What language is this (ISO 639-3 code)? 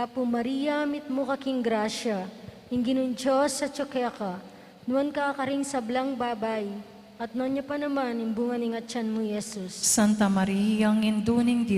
pam